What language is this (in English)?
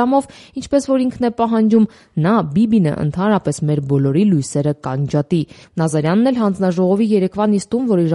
Armenian